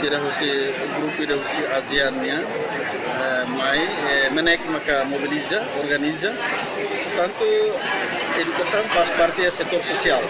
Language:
Tetum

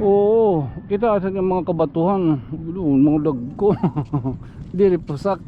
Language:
Waray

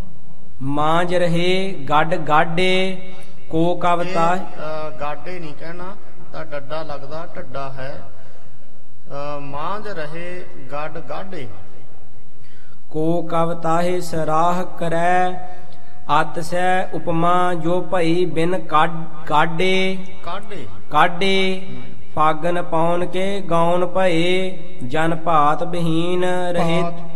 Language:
Punjabi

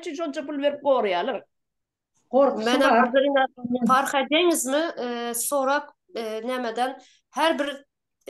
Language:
Turkmen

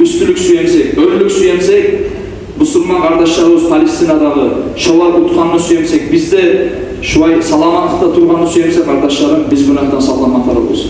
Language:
Kumyk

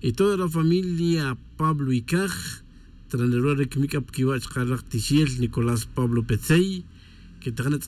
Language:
Kaqchikel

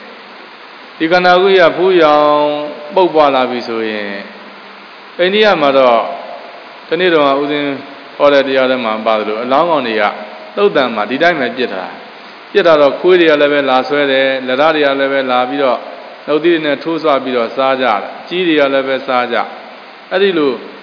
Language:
Burmese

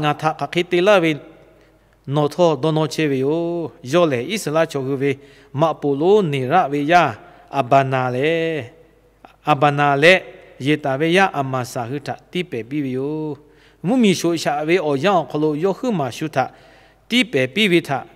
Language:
Lahu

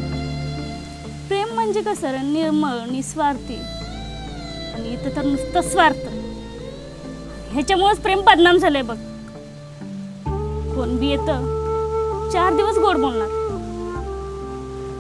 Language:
Marathi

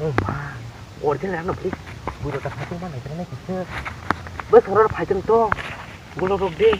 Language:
Kok Borok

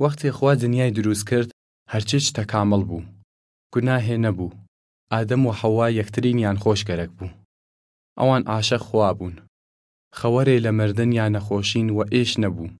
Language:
Southern Kurdish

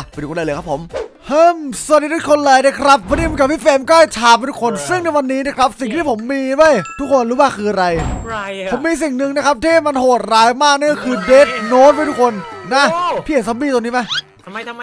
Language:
Thai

